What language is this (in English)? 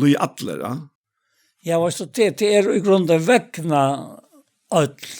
Faroese